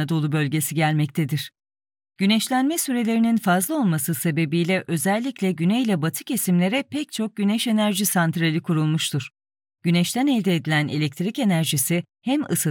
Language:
Turkish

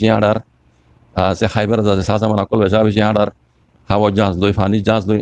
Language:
Rohingya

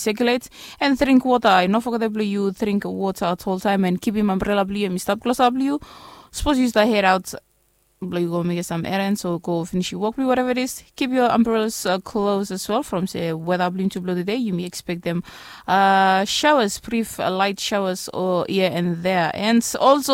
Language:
Bislama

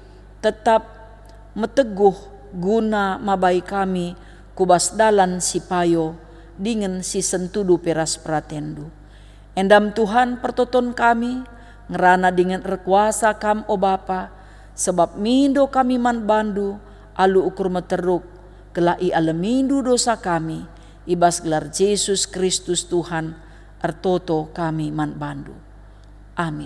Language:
Batak Karo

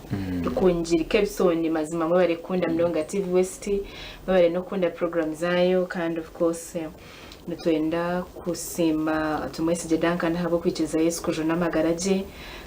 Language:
Nyankole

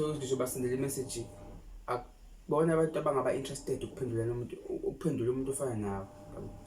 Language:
Zulu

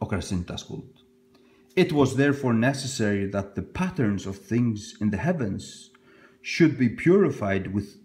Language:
Faroese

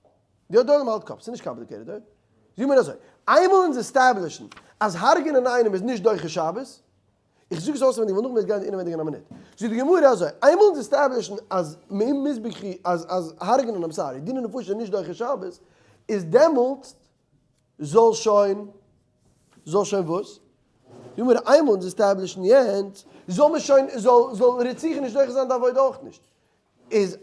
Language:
Yiddish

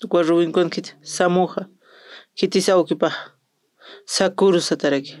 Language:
Aymara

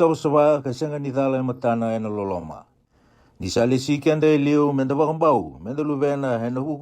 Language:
Fijian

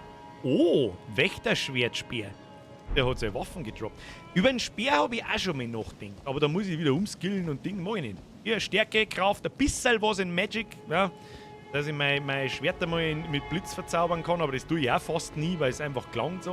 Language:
Bavarian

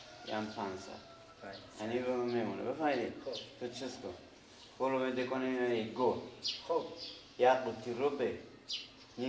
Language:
Persian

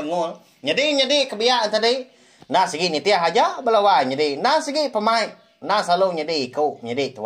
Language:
Iban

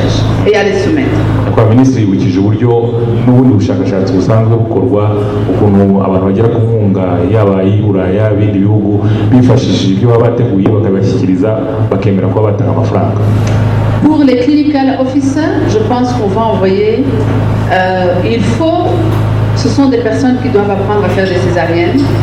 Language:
Kinyarwanda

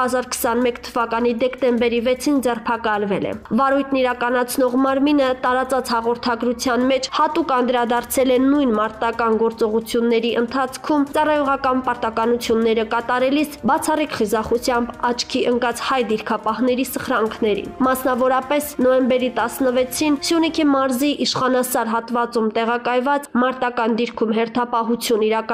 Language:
Armenian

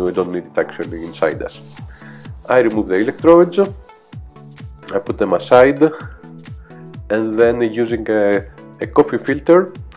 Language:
English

